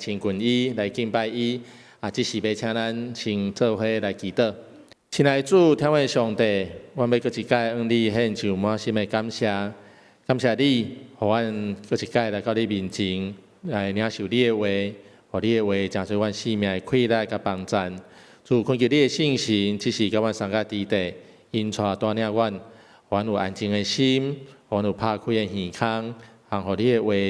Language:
Min Nan Chinese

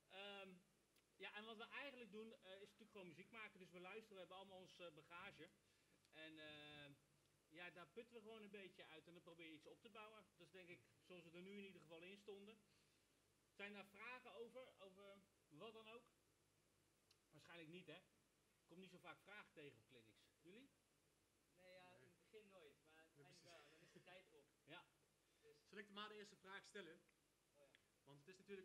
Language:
Dutch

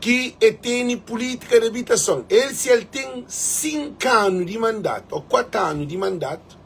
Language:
Kabuverdianu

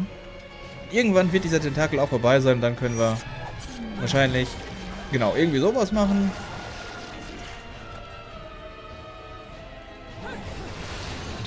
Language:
German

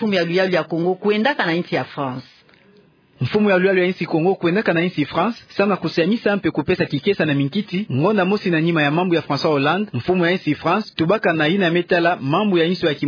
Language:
Kituba (Democratic Republic of Congo)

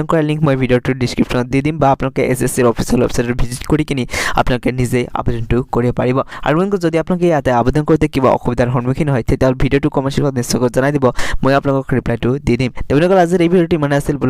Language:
Assamese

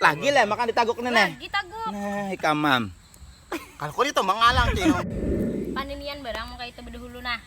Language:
Banjar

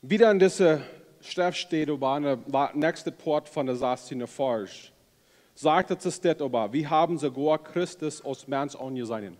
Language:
Plautdietsch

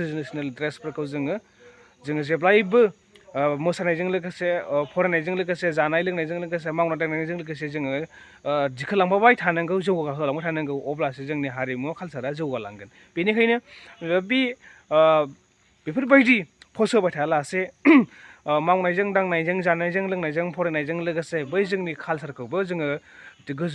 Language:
Bodo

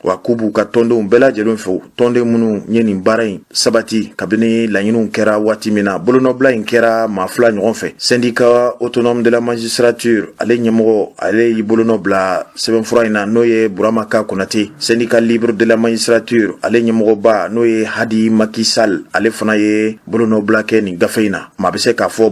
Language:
Bambara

